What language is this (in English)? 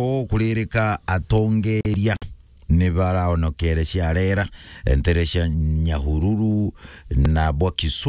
Meru